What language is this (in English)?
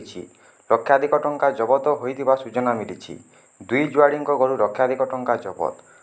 Odia